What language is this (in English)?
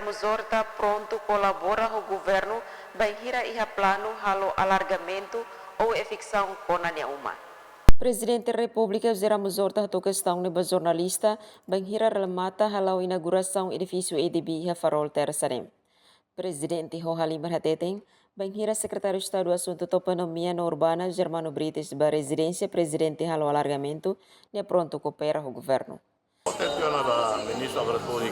Tetum